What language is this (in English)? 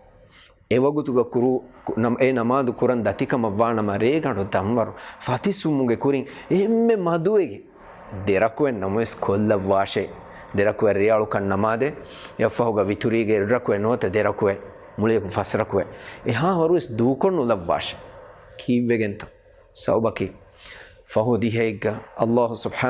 Divehi